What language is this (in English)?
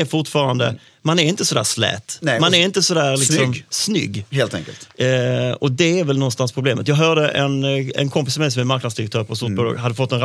Swedish